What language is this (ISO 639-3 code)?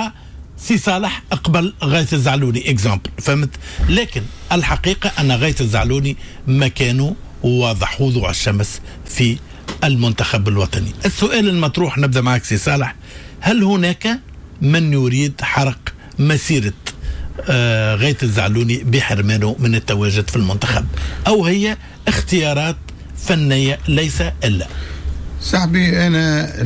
aeb